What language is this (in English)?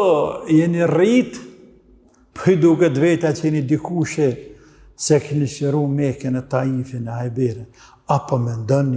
Albanian